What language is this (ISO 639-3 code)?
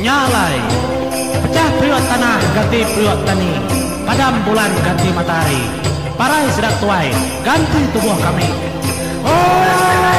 iba